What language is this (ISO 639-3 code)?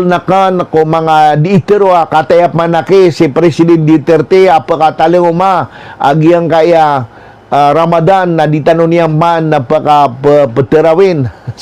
mrw